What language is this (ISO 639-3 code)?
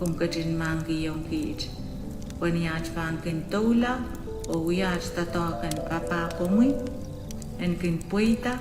pon